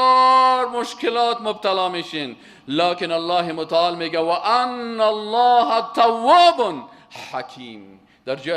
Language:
Persian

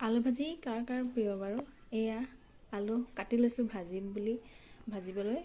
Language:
Assamese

